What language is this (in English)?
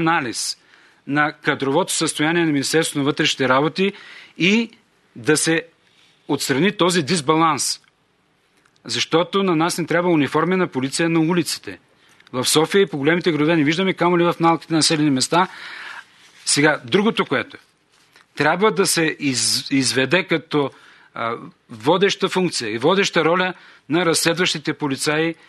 Bulgarian